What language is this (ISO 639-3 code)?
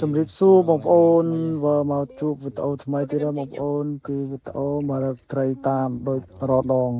khm